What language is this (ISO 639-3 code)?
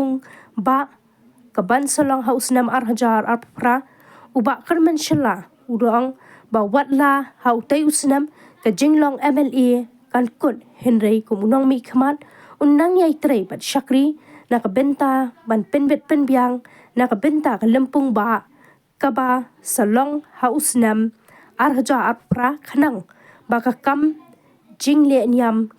kha